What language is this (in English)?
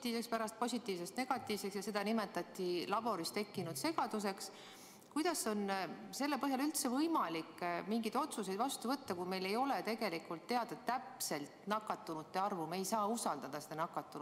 Estonian